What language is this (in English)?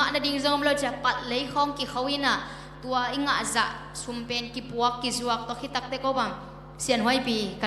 Tedim Chin